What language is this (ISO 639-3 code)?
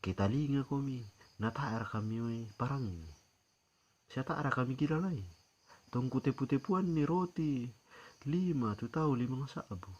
sda